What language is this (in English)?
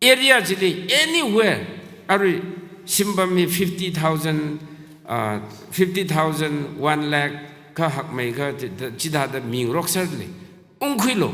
Tangkhul Naga (India)